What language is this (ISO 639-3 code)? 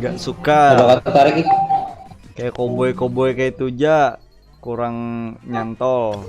bjn